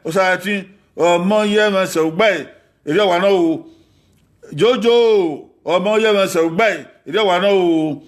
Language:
Bini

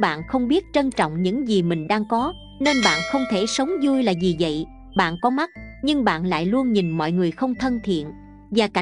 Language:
Vietnamese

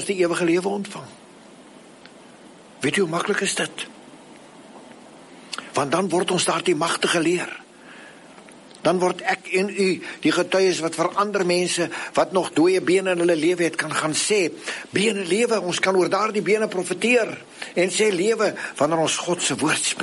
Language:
Afrikaans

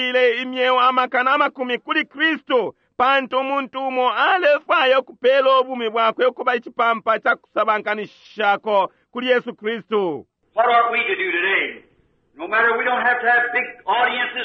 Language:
Bemba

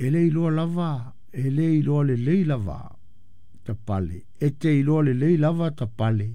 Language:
Samoan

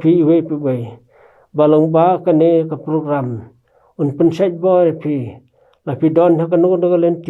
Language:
Khasi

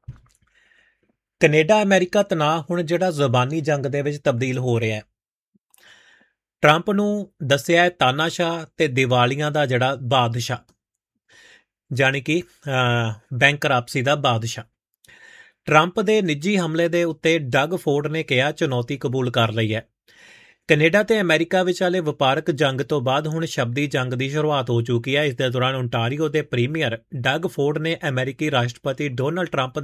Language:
Punjabi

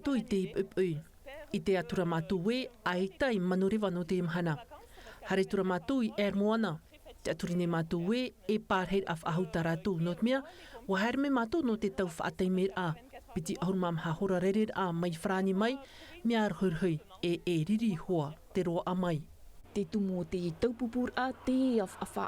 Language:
Tahitian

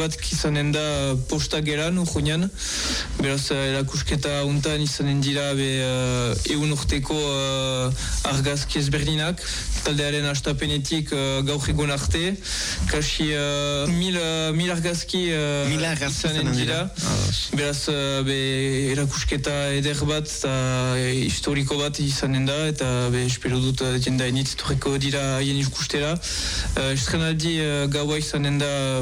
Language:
Basque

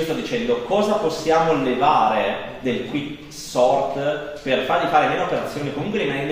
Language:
Italian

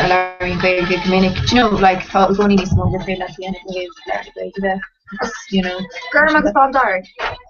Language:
Irish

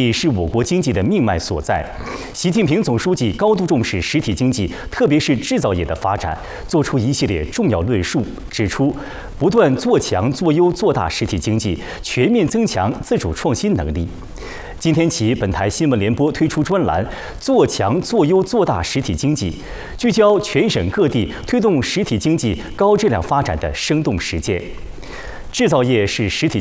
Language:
Chinese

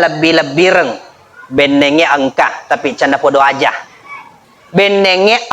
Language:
Buginese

